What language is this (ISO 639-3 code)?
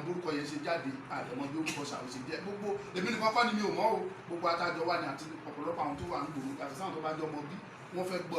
yor